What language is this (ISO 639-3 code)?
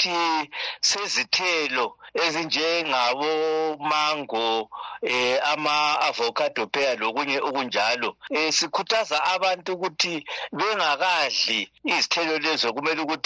nde